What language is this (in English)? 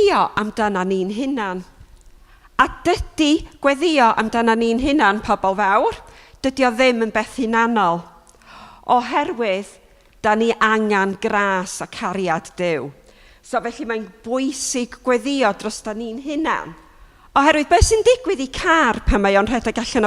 Welsh